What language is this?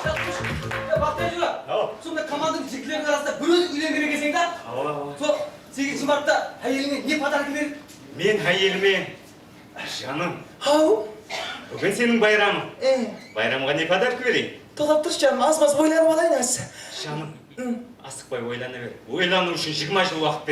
Kara-Kalpak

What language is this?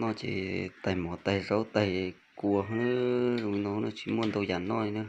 Hmong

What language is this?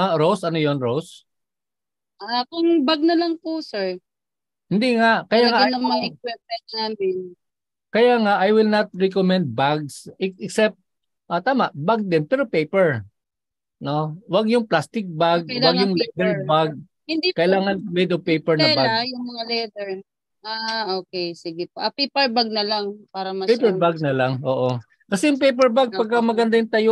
Filipino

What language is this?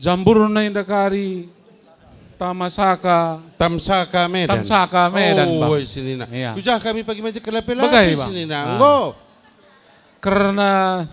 Batak Karo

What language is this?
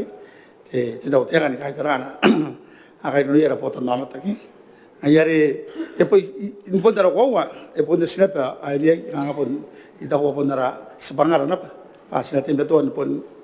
Gilbertese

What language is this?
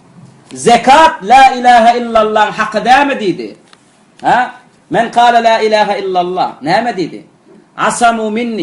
Turkmen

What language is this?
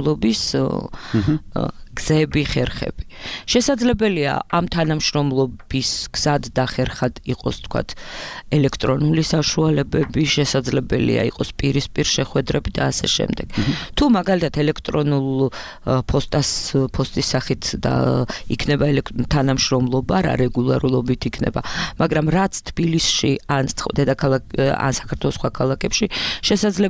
Georgian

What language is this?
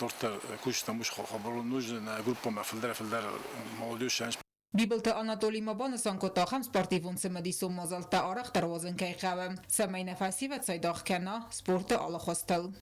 Ossetic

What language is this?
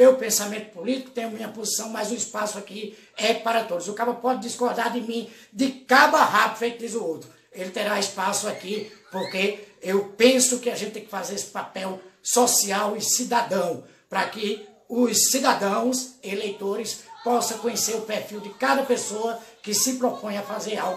Portuguese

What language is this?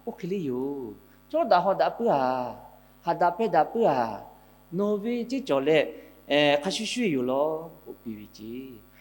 Lahu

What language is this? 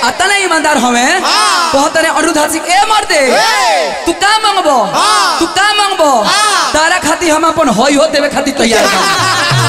Bhojpuri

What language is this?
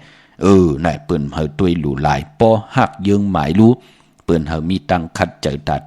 Shan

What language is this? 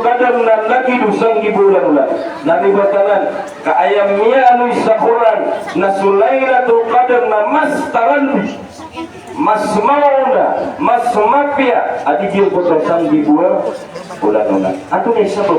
Maranao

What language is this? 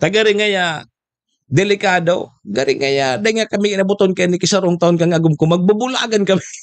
Bikol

